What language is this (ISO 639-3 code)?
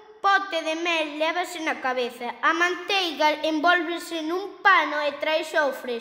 glg